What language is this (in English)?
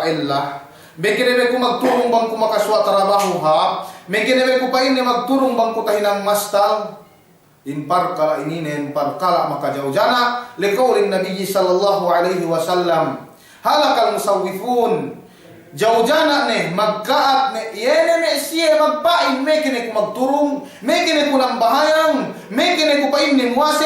Yakan